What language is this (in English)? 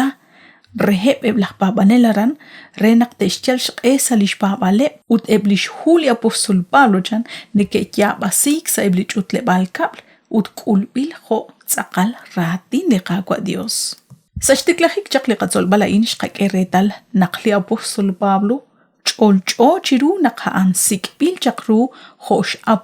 Kekchí